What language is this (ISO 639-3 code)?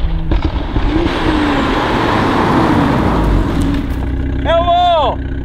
nld